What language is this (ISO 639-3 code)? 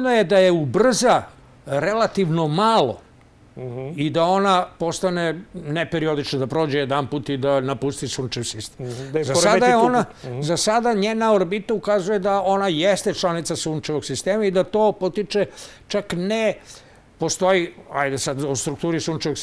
srp